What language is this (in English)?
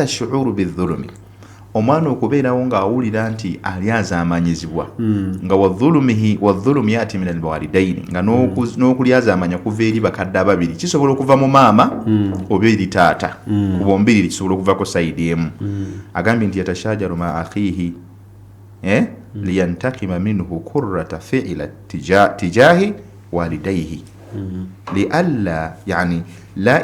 Ganda